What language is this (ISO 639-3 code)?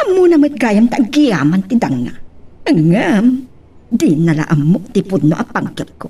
ilo